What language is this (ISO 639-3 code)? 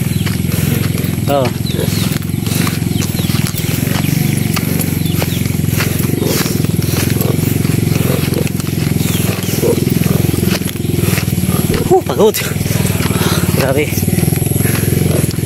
fil